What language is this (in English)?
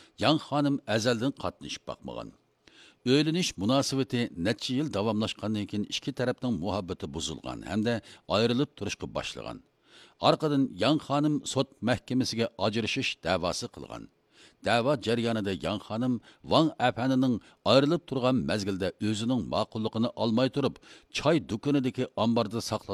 Uyghur